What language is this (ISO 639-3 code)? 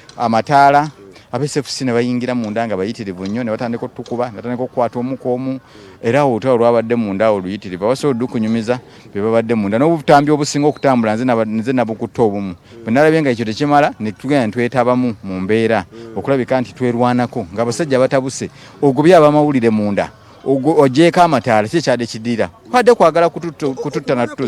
lug